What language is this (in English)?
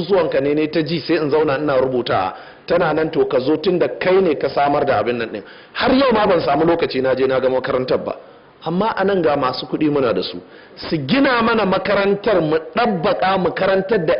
Hausa